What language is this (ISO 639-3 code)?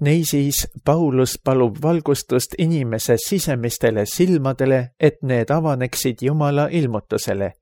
est